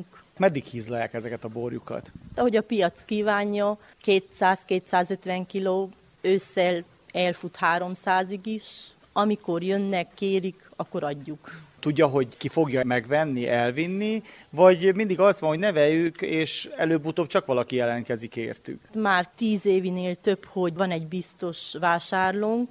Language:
Hungarian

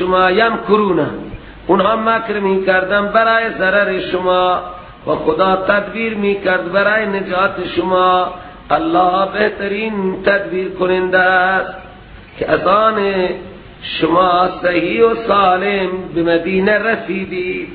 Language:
Persian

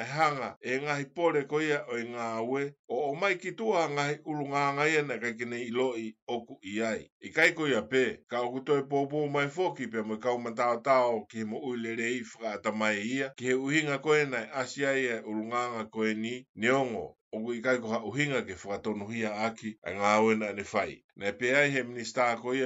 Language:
Tongan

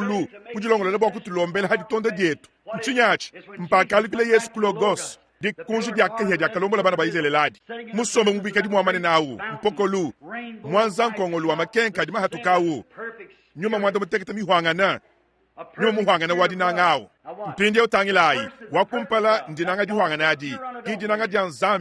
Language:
Luba-Lulua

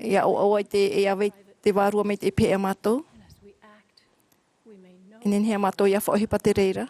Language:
Tahitian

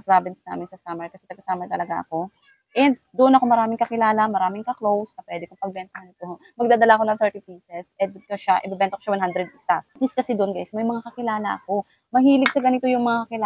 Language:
Filipino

